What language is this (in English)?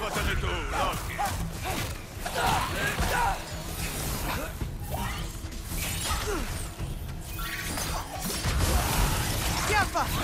Italian